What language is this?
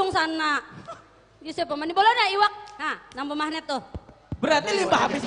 Banjar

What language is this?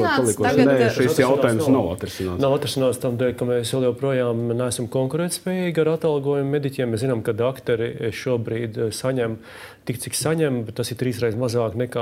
Latvian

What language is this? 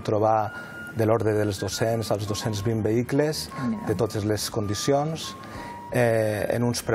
Catalan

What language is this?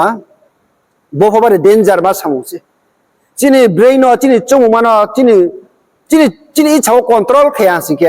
Riang (India)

